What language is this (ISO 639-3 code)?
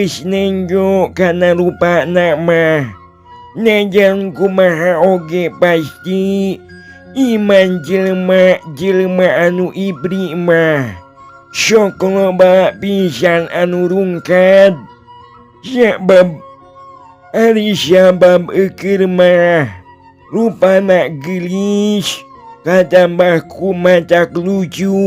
sun